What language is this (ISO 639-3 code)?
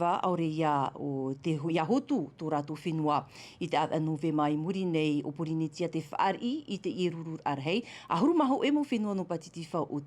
tah